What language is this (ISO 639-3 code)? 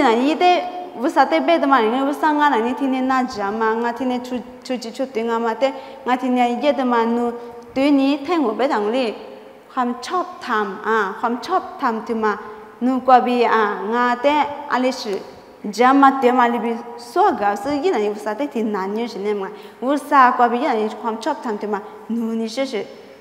lis